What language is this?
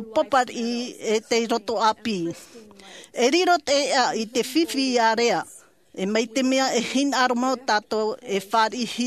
Tahitian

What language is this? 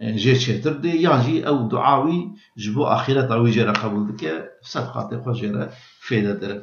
Kurdish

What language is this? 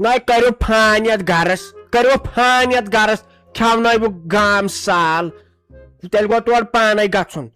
Kashmiri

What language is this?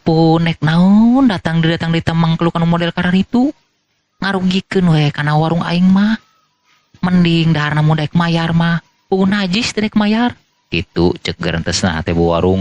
Sundanese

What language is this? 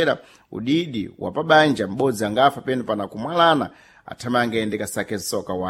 Sena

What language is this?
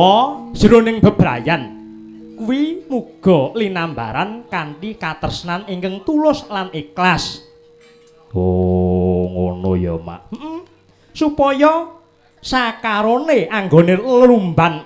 Javanese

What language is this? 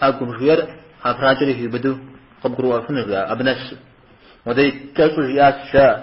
Kabardian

